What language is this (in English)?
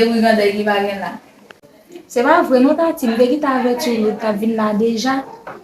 Haitian Creole